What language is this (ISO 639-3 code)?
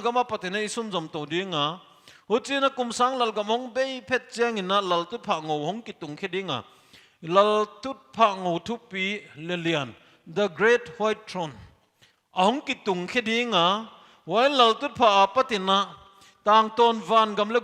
pck